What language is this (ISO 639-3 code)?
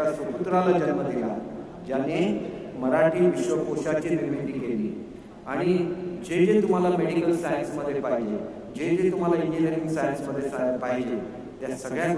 mar